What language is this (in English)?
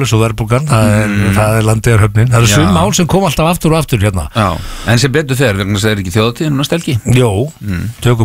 Icelandic